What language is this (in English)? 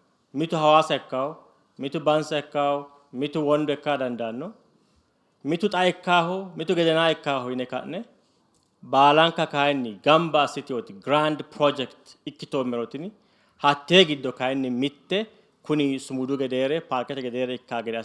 Sidamo